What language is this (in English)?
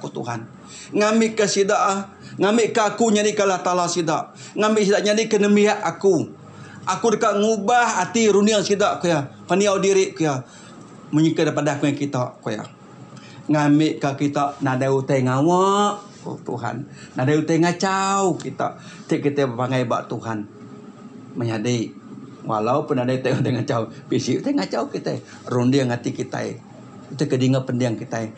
Iban